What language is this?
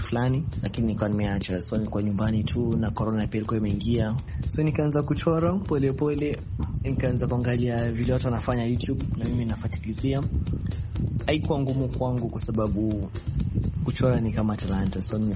Swahili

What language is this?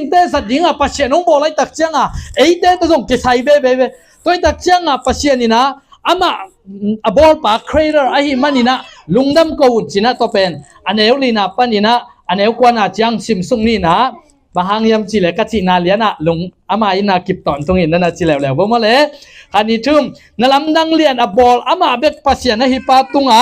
Tedim Chin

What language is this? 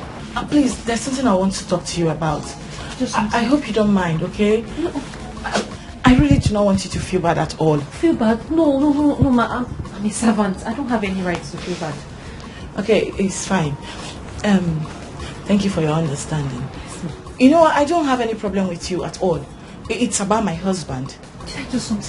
Nigerian Pidgin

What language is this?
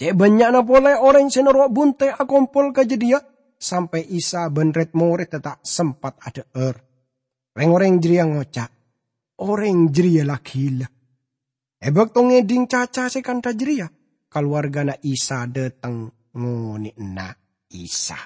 Madurese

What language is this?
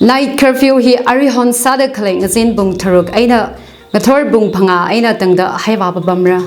Tangkhul Naga (India)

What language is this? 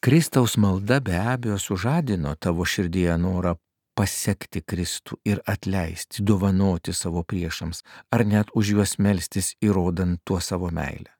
Lithuanian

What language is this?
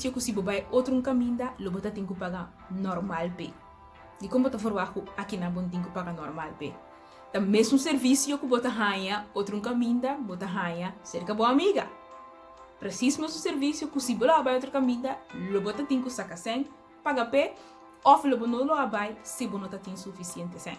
Papiamento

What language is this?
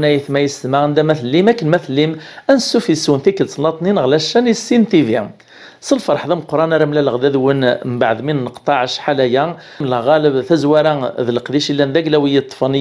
Kabyle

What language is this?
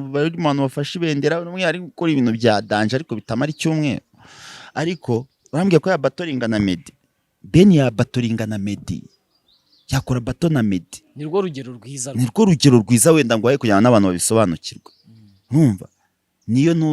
Kinyarwanda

